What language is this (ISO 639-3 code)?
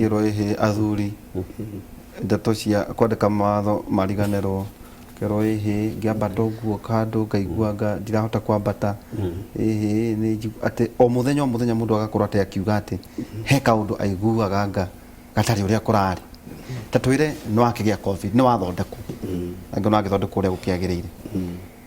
kik